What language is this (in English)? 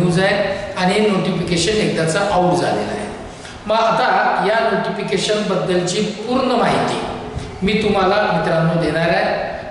Marathi